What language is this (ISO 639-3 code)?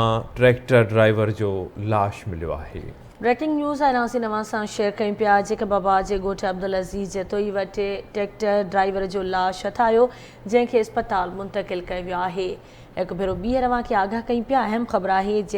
snd